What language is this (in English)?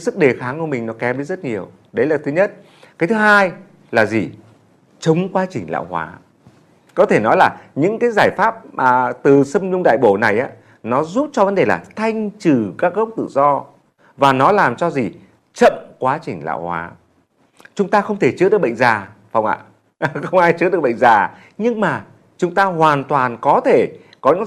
Vietnamese